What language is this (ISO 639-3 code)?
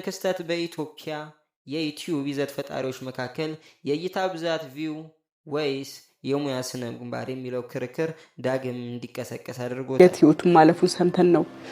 amh